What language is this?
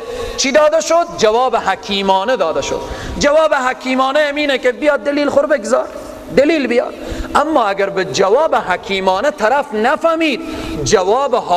Persian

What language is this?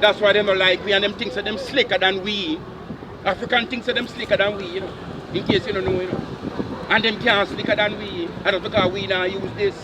Jamaican Creole English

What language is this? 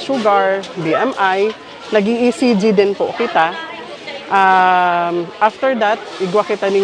Bikol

